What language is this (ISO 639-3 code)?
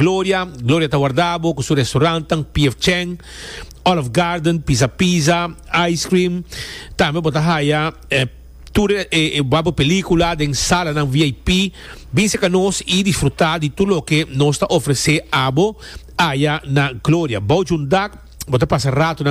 pap